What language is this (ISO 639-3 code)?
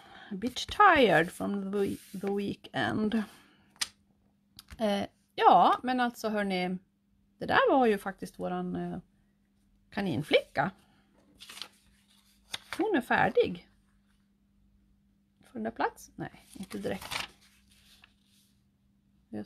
swe